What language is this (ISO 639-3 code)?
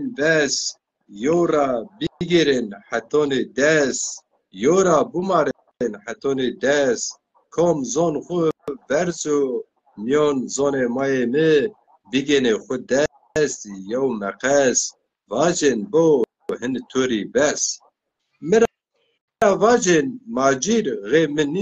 zza